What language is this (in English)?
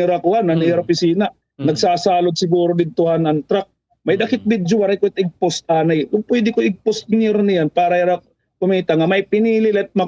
Waray